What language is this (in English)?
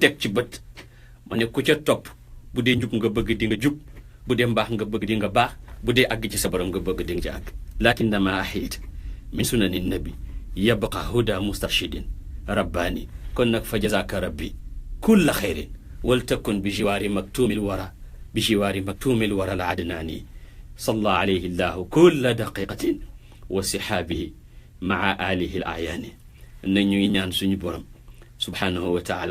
Wolof